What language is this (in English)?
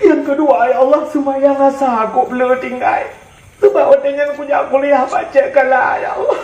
Achinese